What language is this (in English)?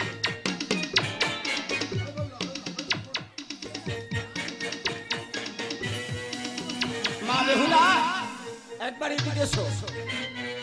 Bangla